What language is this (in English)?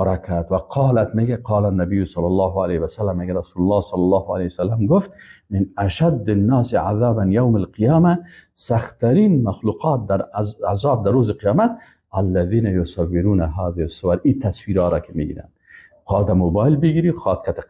Persian